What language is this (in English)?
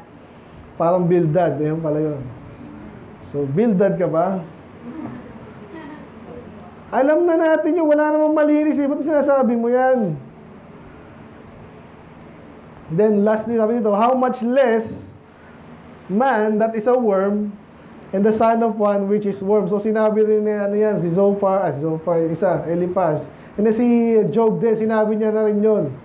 Filipino